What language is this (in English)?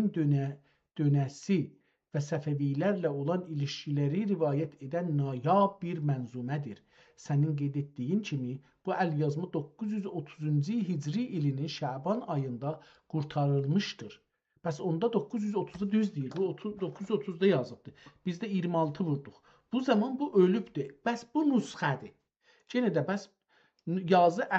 South Azerbaijani